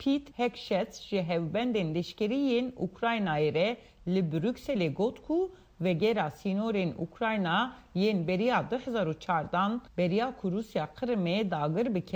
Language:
Kurdish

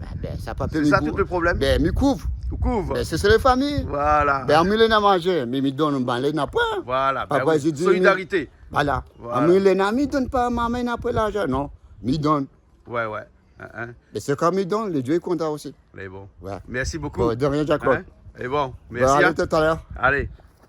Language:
Réunion Creole French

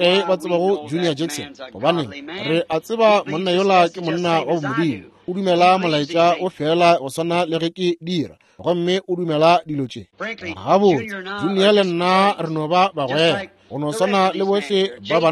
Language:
Northern Sotho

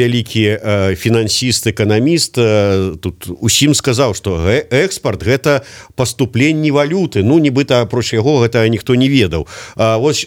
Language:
Belarusian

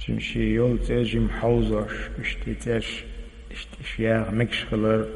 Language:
Chechen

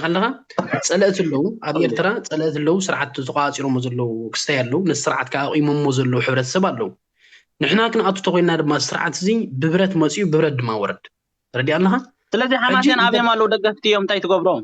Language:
Tigrinya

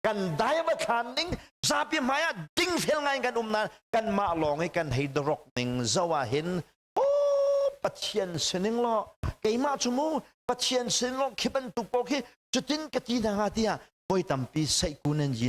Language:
Hakha Chin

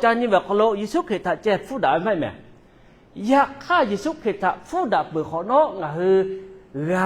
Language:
Lahu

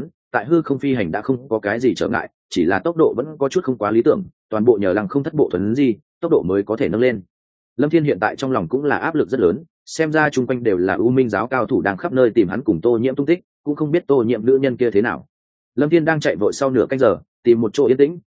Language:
Vietnamese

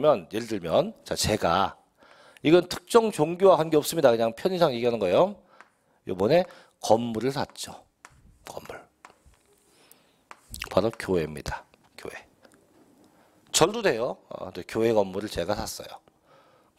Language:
Korean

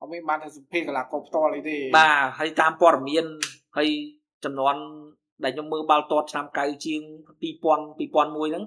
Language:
Khmer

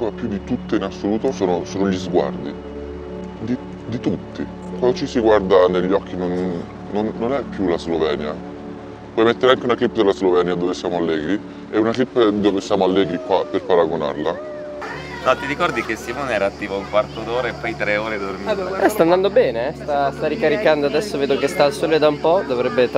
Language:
Italian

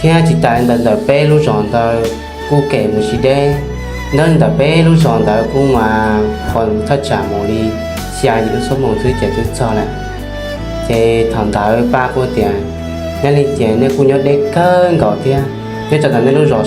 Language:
Hmong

